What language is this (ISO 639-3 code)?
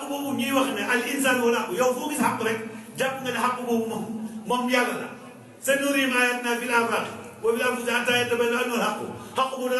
wol